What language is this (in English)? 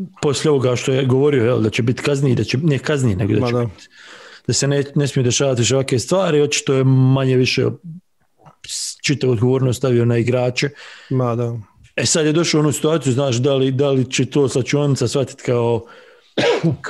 Bosnian